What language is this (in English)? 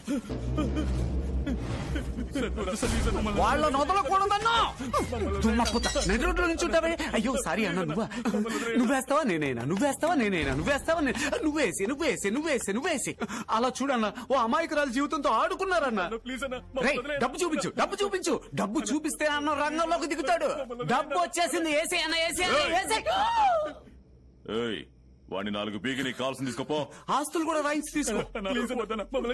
Telugu